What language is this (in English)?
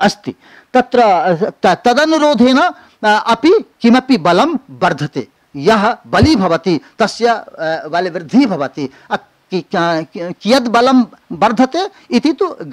Sanskrit